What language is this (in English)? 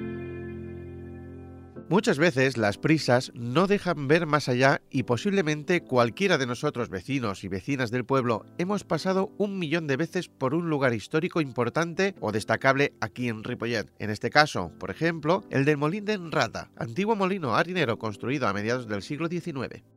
Spanish